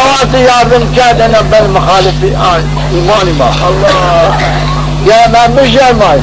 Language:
Zaza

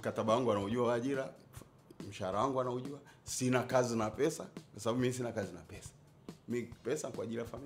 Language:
Swahili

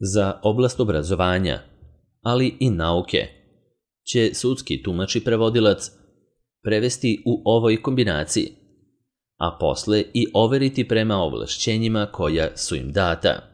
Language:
Serbian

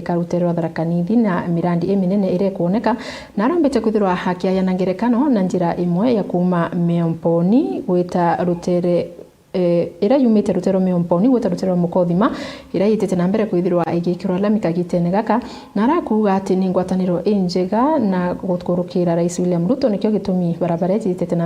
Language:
Meru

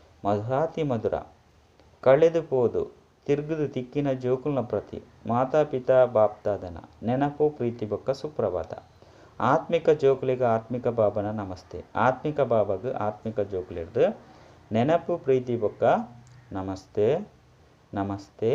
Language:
Tulu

